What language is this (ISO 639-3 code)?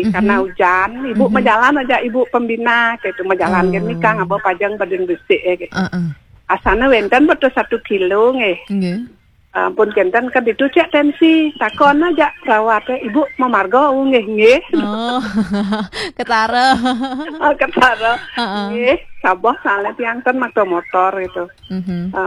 ban